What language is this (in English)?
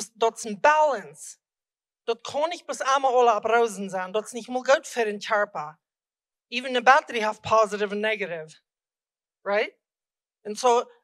Plautdietsch